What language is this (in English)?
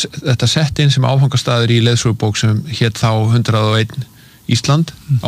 Icelandic